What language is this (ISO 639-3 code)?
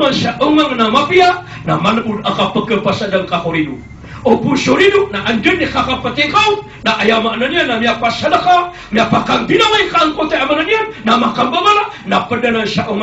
mrw